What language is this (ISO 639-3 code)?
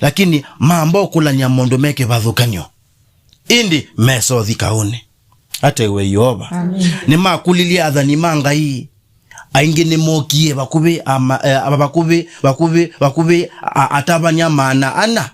kam